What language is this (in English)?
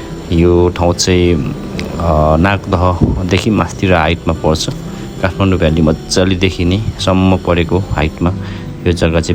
Nepali